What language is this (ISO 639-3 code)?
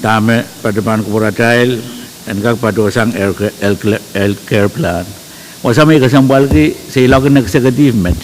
pon